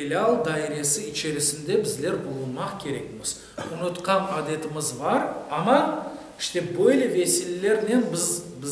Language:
Crimean Tatar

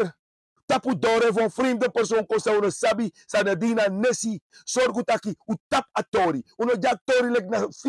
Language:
Sranan Tongo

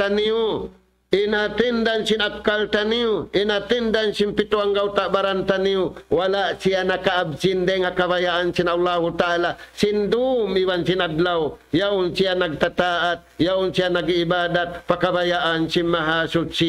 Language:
Tausug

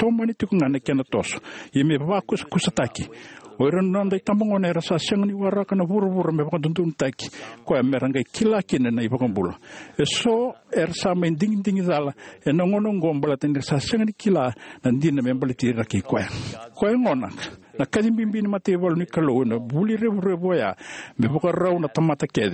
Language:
Fijian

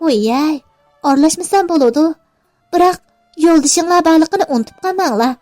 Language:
Uyghur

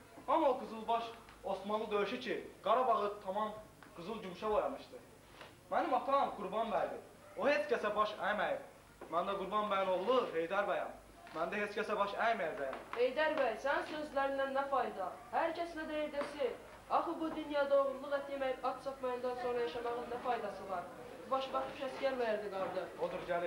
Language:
Azerbaijani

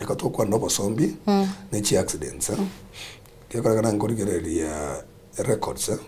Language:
Gusii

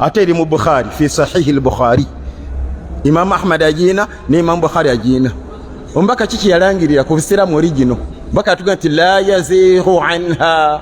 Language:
Ganda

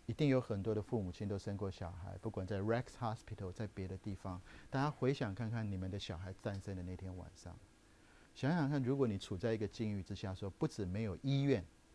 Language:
Chinese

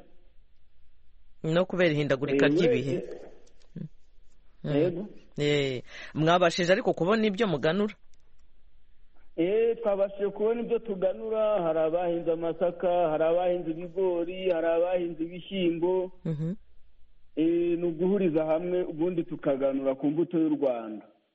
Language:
Kinyarwanda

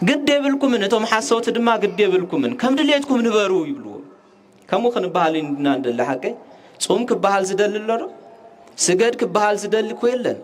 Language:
Tigrinya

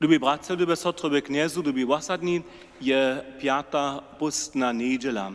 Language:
Upper Sorbian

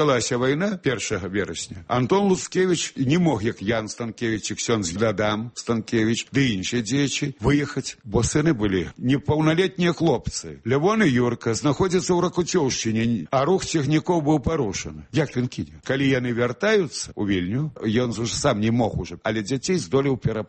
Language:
Belarusian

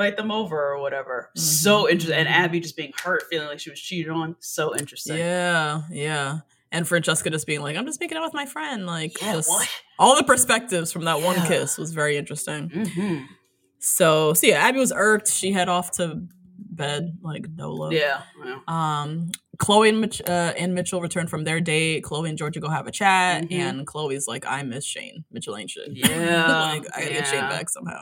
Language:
English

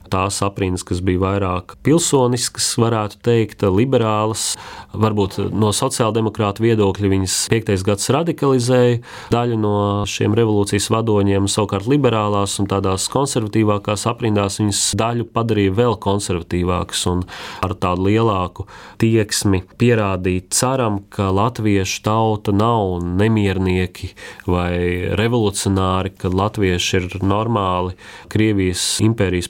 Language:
Latvian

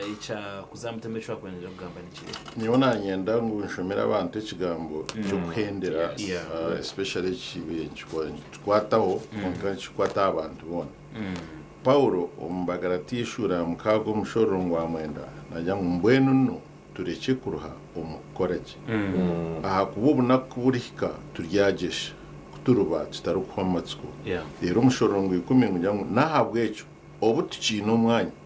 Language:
Nyankole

